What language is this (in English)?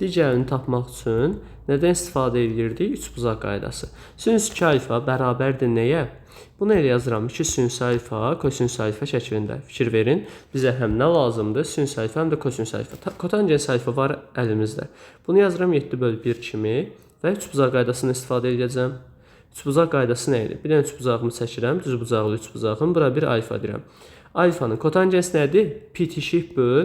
Azerbaijani